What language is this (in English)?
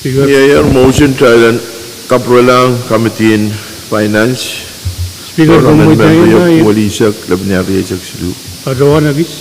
Pohnpeian